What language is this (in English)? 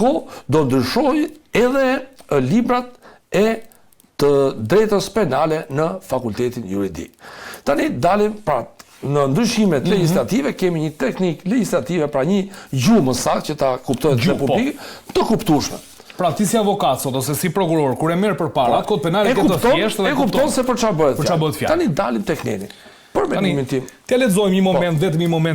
Albanian